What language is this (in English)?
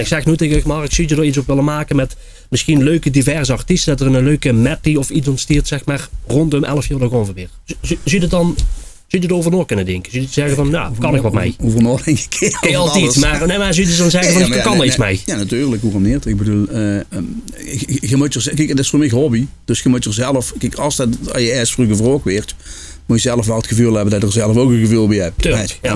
Limburgish